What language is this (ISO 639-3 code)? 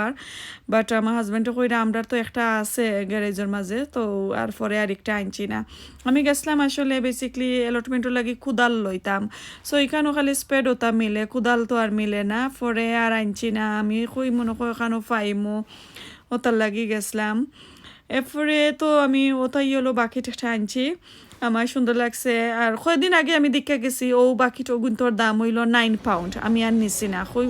syl